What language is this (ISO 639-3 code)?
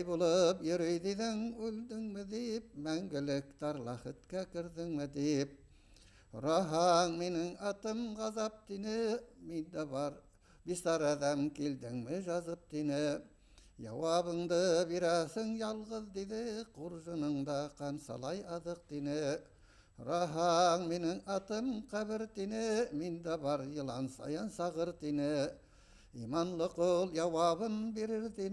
bak